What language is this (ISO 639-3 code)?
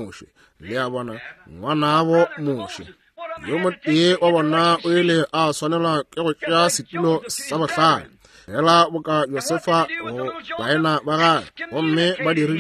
nso